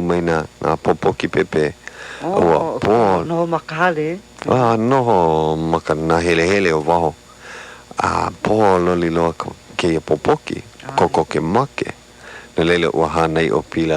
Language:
Hawaiian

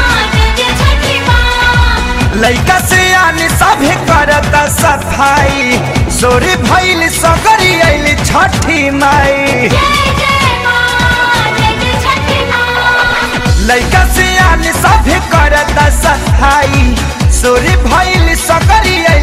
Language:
Bhojpuri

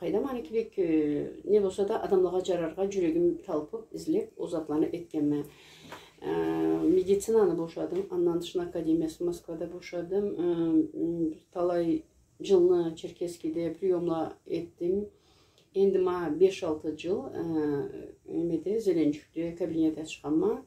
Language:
Karachay-Balkar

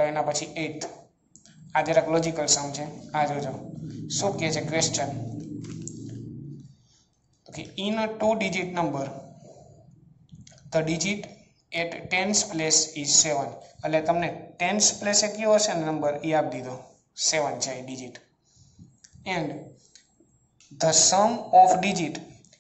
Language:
Gujarati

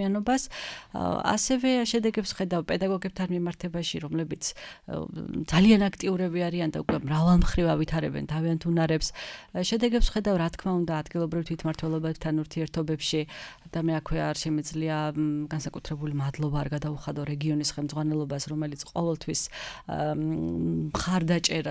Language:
Georgian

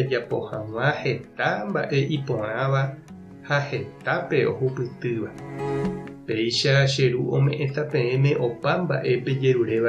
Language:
Guarani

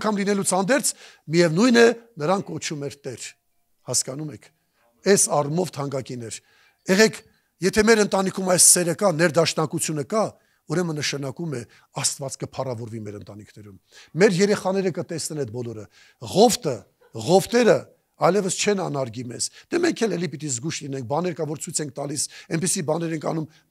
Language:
Armenian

